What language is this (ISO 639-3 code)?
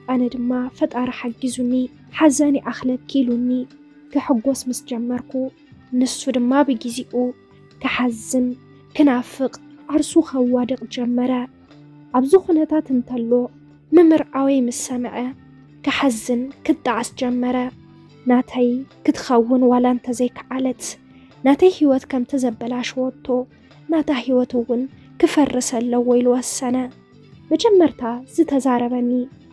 tir